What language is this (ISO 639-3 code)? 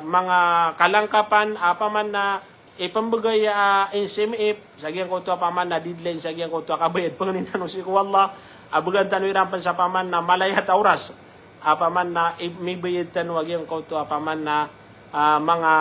mrw